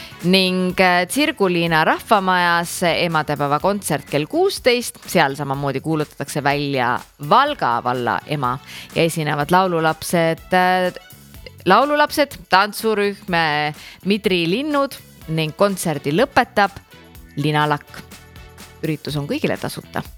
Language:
Estonian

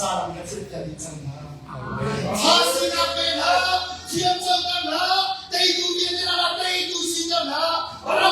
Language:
Hakha Chin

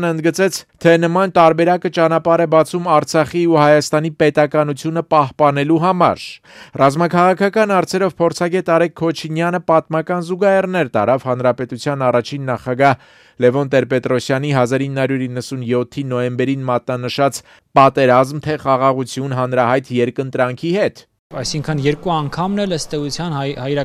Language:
Armenian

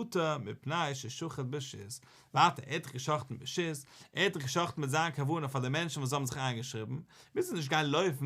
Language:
Yiddish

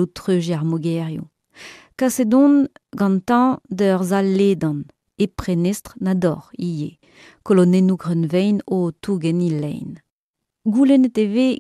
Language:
Breton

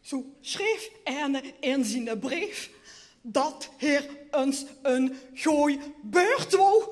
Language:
Limburgish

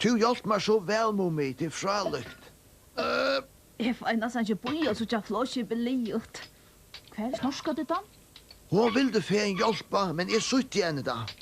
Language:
Faroese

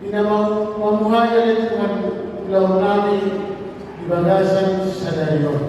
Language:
Batak Toba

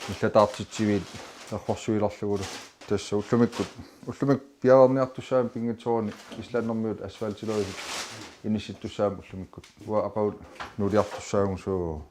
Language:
Kalaallisut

